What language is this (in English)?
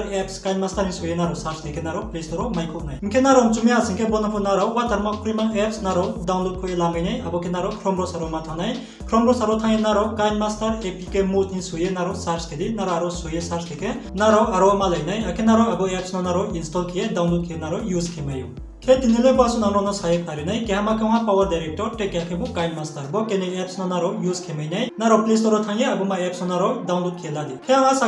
Riang (India)